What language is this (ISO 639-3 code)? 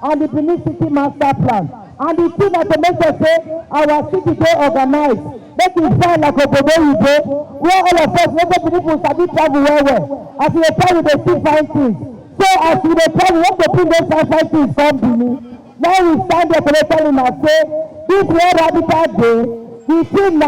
pcm